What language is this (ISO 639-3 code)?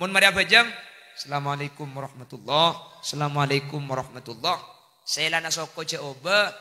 mad